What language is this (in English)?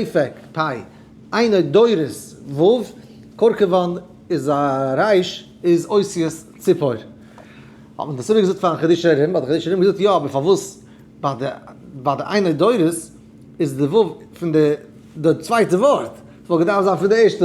Yiddish